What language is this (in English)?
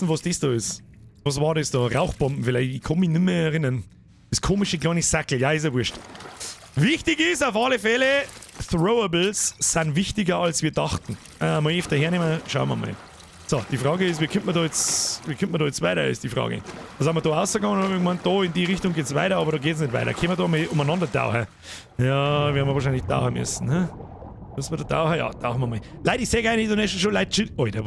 Bavarian